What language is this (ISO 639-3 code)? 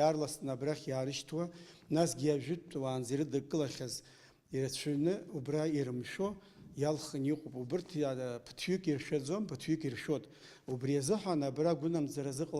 abk